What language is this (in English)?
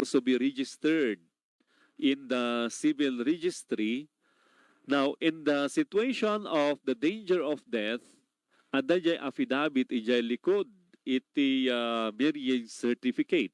Iloko